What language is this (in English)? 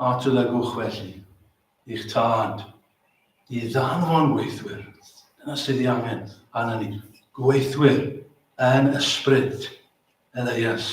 Welsh